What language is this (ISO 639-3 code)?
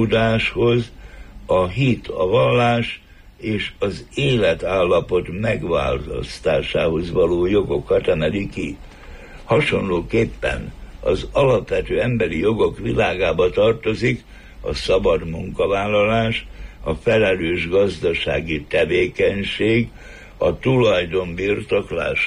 hun